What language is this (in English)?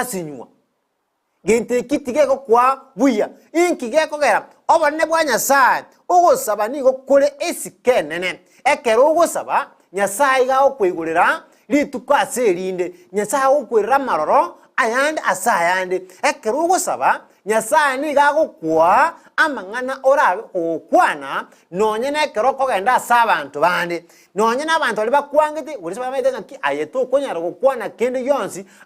Gusii